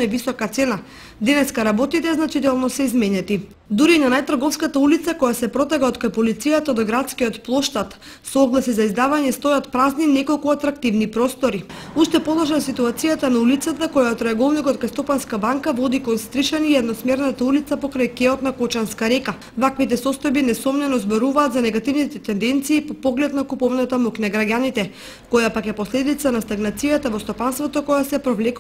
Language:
Macedonian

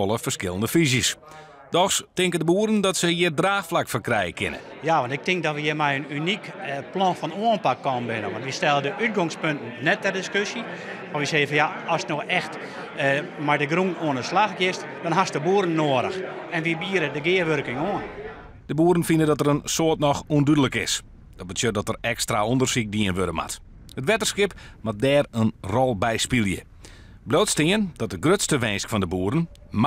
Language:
Western Frisian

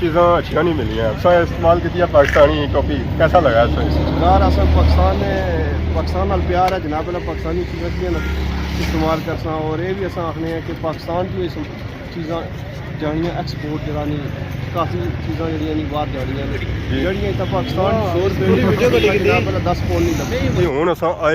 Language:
Pahari-Potwari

